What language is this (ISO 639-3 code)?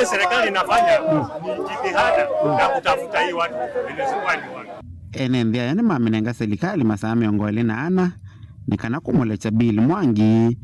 kam